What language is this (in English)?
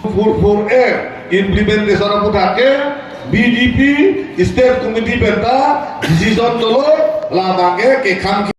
Karbi